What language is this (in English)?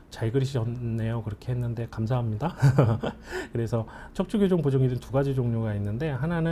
Korean